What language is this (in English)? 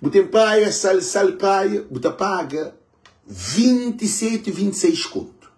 Kabuverdianu